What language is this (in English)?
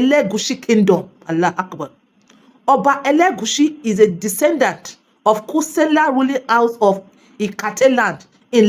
Yoruba